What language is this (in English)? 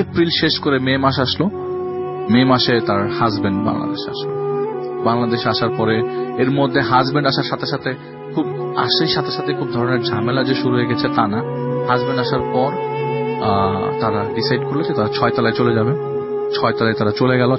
Bangla